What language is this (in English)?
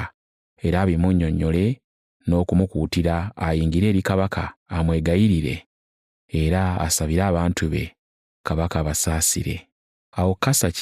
Ganda